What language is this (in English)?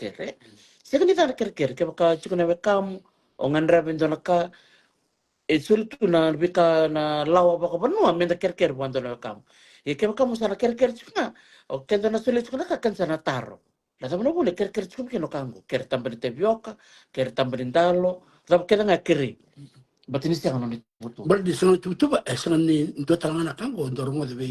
Fijian